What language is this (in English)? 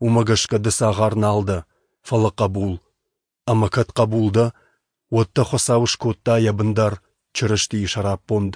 Ossetic